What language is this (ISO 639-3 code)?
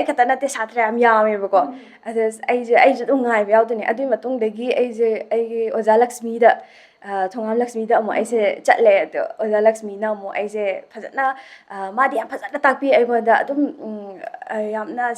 mni